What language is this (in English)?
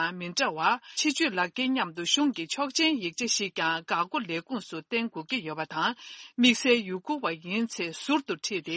Tibetan